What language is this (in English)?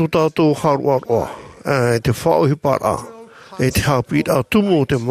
Tahitian